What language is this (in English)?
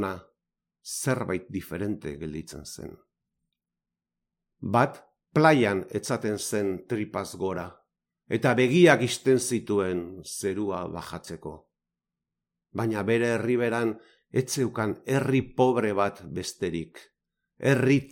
Basque